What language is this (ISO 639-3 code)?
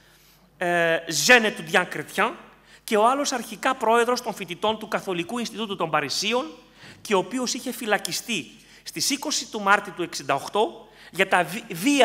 ell